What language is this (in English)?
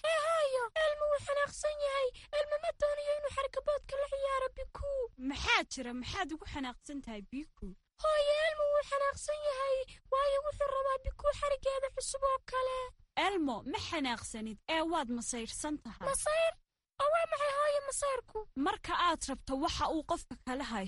Somali